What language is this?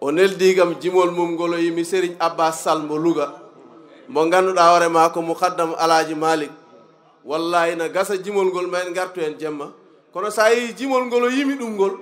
Fula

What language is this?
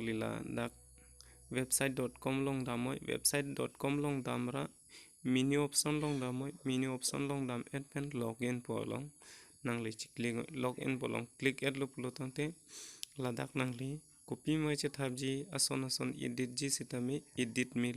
Karbi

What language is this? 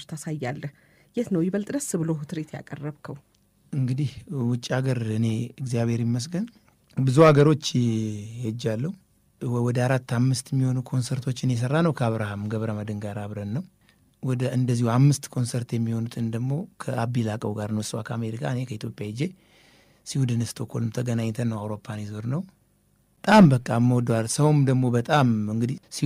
Amharic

